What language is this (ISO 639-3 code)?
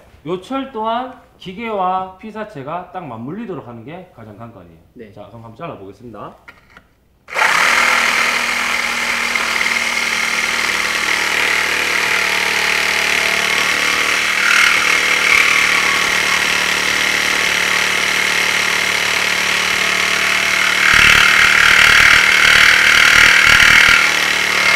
kor